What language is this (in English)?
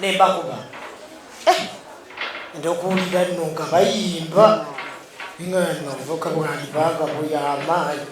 Ganda